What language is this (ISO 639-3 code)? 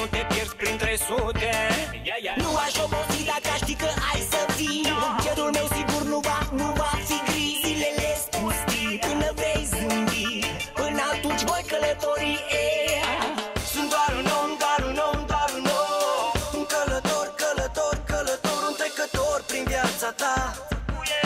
ron